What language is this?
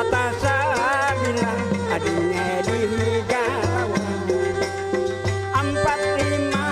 Banjar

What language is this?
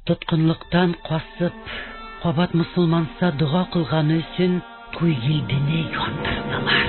Bashkir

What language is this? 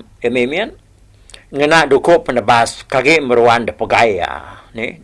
Iban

